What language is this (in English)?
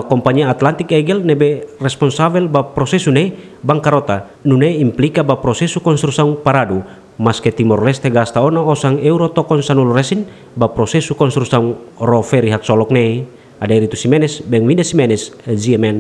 Tetum